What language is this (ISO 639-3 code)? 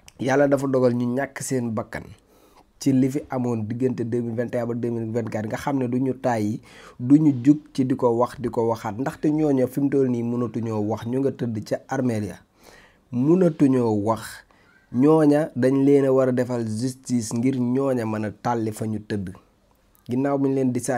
wol